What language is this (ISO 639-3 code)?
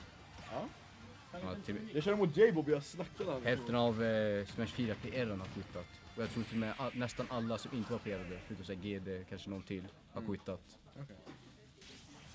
swe